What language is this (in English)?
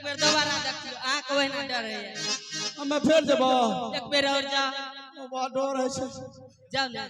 Maithili